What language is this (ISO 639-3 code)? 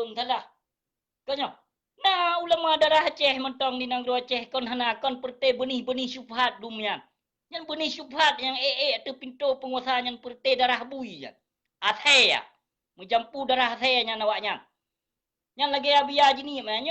ace